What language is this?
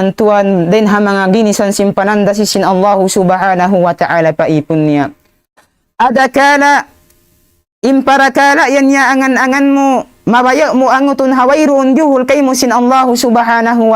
Tausug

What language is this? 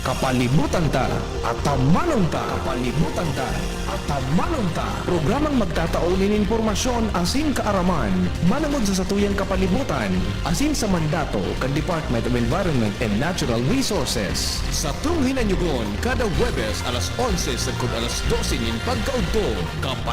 Bikol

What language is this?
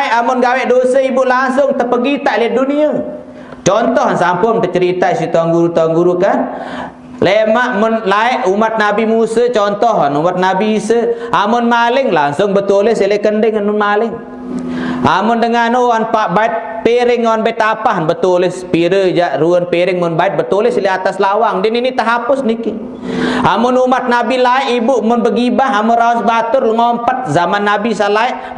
Sasak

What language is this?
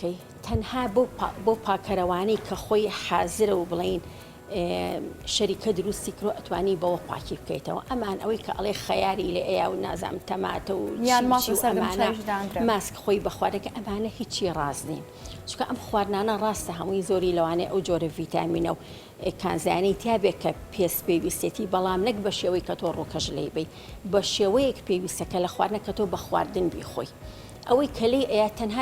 Central Kurdish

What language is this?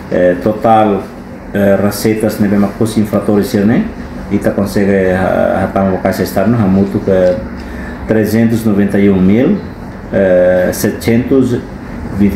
Tetum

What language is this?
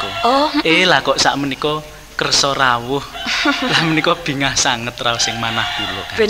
Javanese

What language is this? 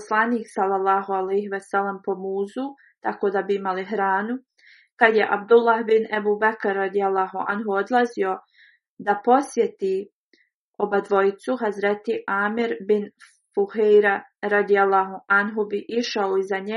Bosnian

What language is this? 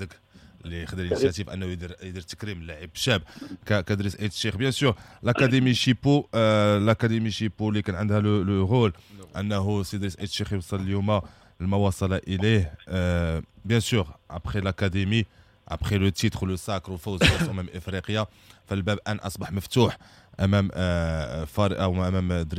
Moroccan Arabic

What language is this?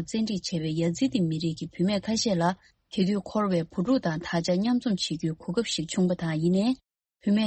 Tibetan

